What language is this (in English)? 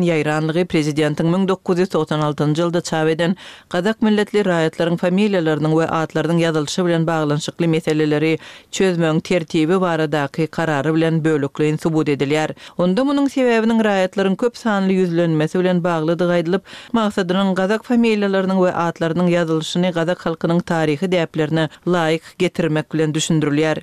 Turkmen